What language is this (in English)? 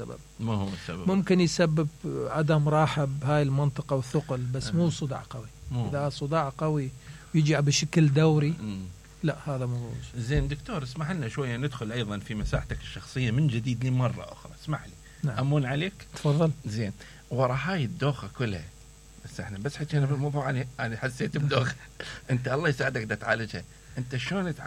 Mesopotamian Arabic